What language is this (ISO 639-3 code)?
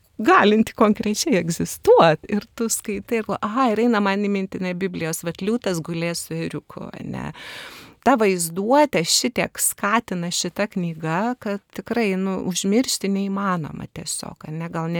lit